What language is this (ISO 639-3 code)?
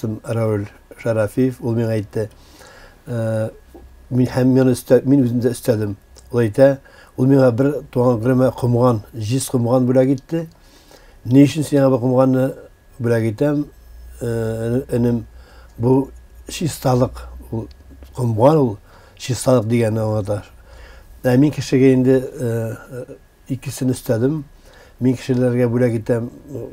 tat